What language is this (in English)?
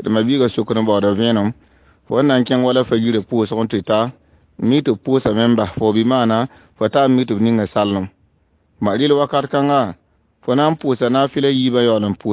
Mossi